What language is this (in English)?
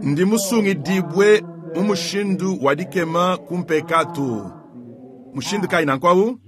Luba-Lulua